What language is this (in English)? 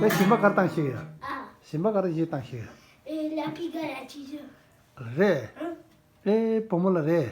Tibetan